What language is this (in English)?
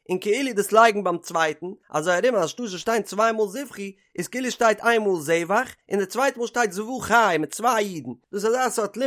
Yiddish